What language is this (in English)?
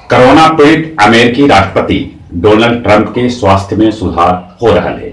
Magahi